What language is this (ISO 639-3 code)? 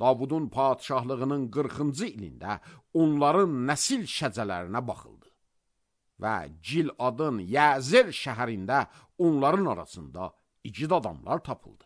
aze